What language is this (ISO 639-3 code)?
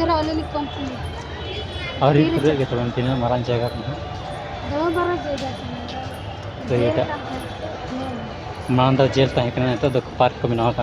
sat